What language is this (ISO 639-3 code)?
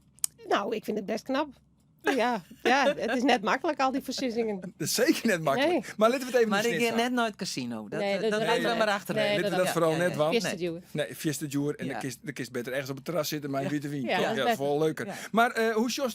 fry